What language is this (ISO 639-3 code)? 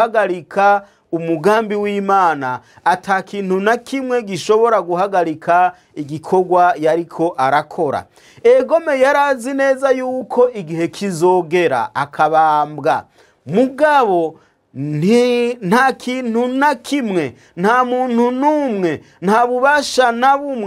run